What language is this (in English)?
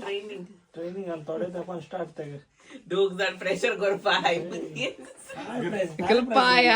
Konkani